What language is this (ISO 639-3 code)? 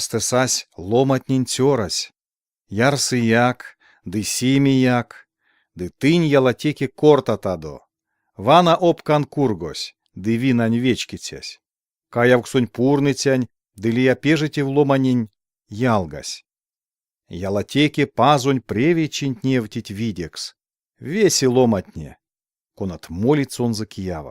myv